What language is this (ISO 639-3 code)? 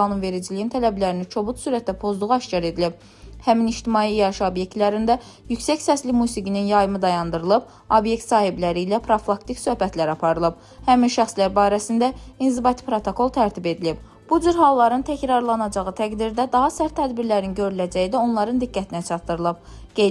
aze